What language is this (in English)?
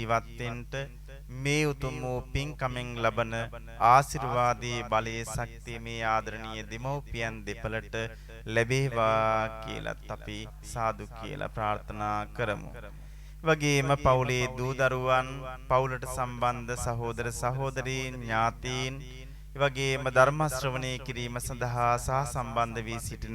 Sinhala